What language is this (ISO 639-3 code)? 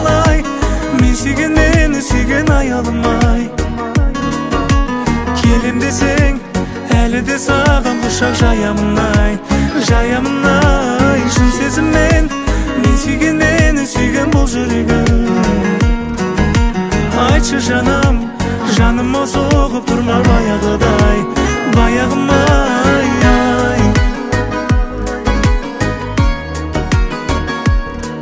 kaz